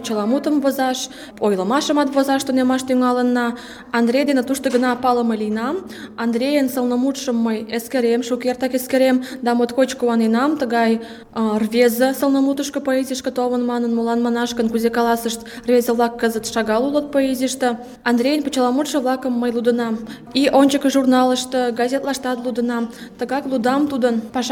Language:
Mari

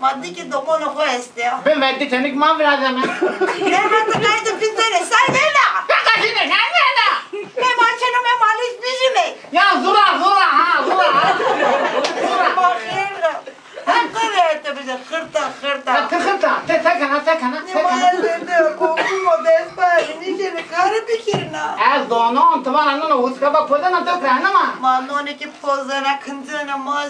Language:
Zaza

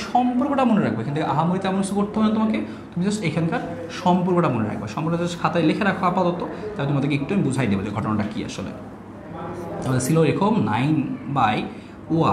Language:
Bangla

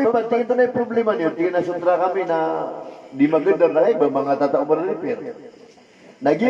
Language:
Maranao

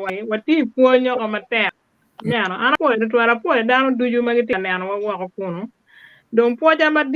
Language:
Acoli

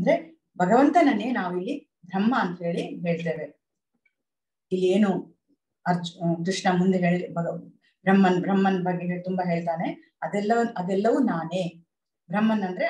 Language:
Kannada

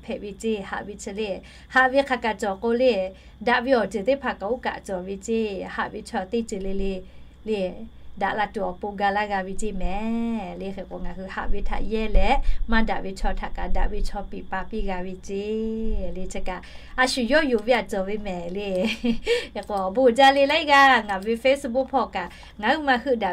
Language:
Lahu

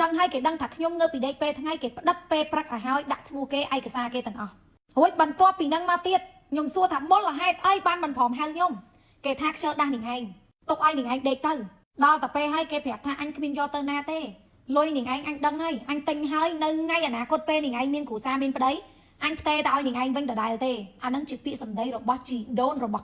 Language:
Khmer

